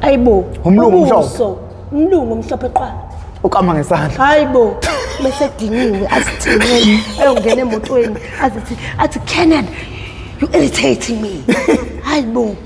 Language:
Zulu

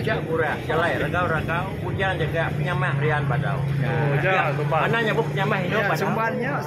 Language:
Iban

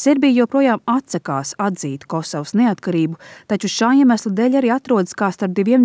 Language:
Latvian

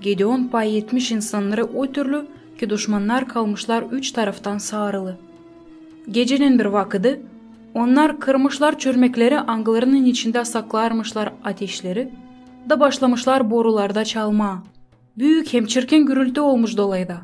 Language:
Gagauz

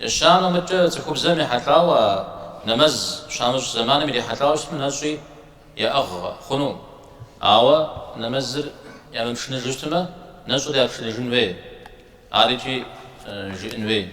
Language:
Kabardian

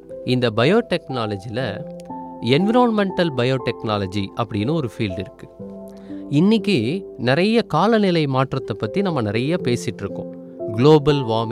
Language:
Tamil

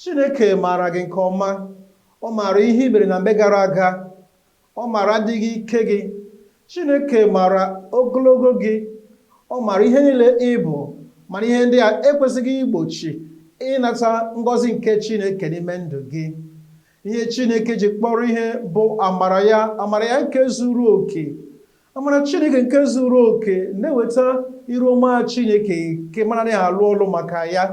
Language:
Igbo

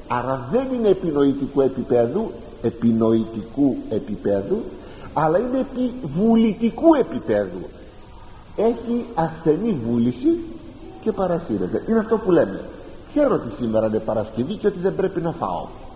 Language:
Greek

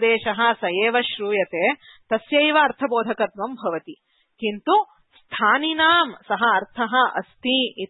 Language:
Sanskrit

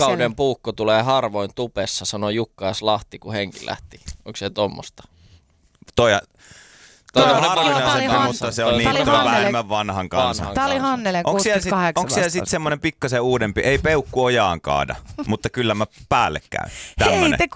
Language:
Finnish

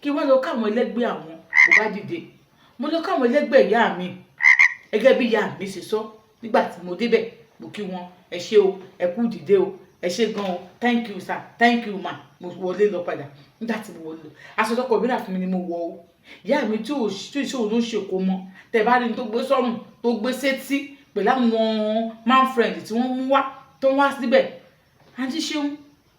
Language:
Yoruba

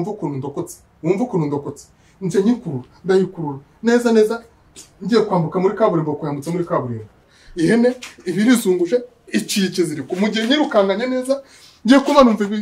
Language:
Kinyarwanda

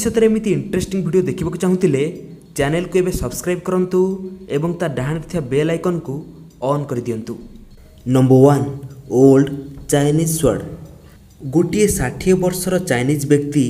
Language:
Odia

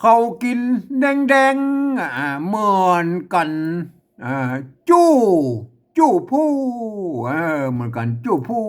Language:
Northern Thai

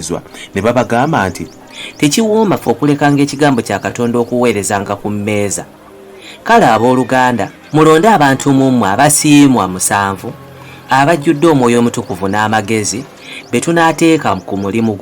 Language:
Ganda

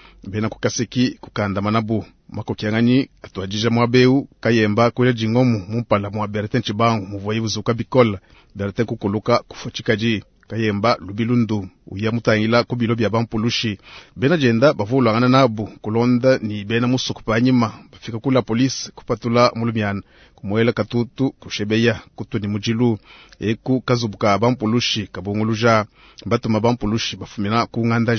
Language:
Luba-Lulua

